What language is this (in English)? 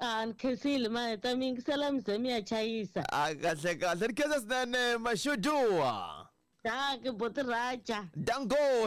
Tsonga